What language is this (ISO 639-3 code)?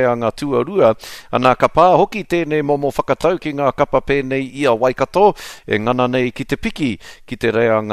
mri